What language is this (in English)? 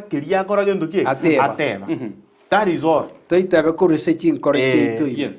Gusii